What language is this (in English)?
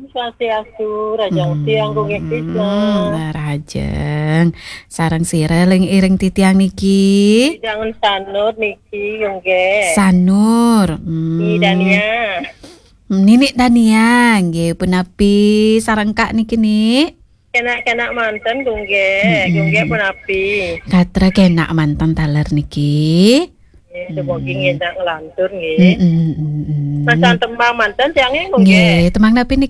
Balinese